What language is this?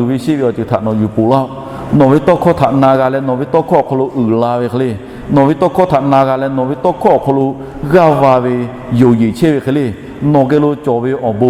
Lahu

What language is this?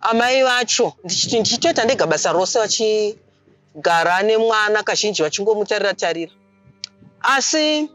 Shona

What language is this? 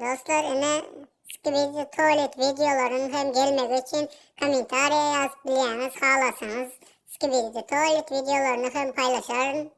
Turkmen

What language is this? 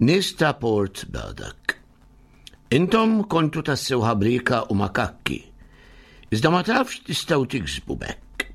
Maltese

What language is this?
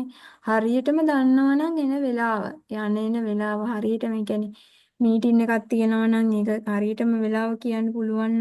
Sinhala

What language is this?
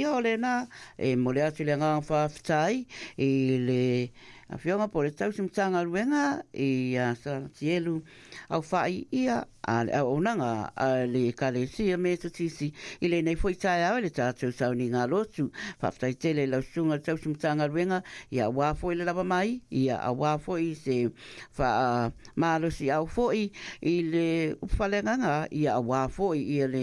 Samoan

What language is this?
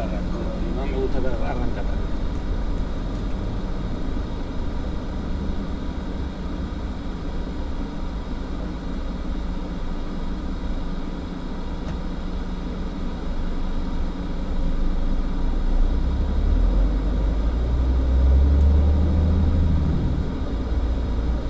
Spanish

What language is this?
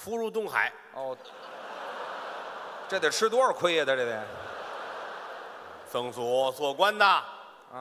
Chinese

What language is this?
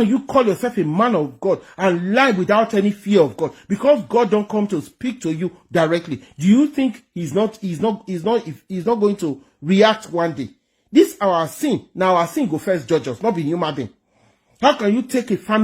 Nigerian Pidgin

